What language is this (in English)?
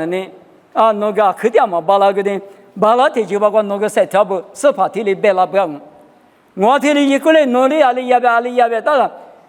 Lisu